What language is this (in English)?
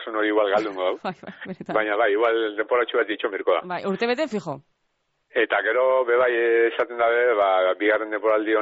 Basque